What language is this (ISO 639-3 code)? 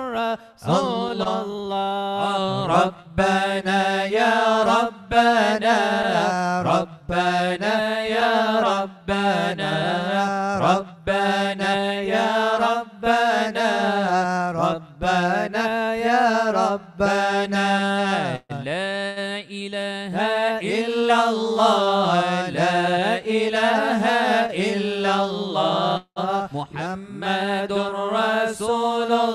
ara